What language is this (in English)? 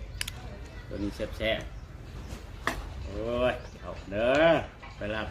Lao